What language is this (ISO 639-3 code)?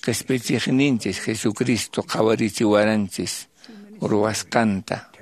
que